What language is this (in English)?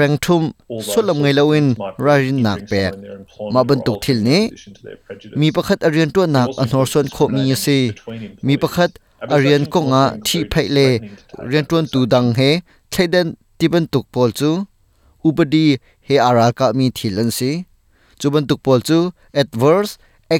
Hakha Chin